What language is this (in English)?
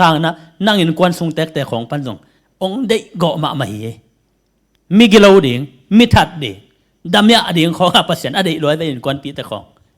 Tedim Chin